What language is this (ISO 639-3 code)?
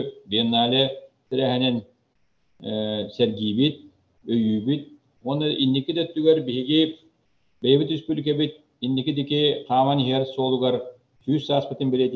sah